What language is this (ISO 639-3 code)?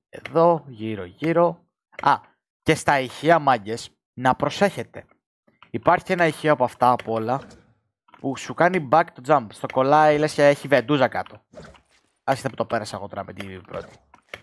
ell